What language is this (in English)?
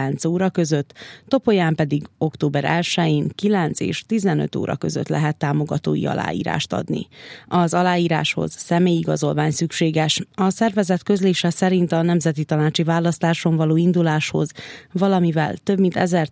Hungarian